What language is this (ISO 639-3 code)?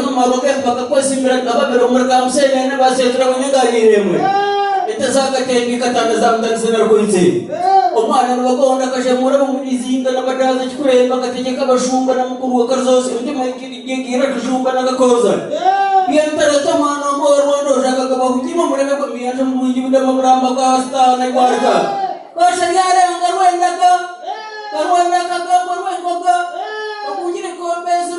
nyn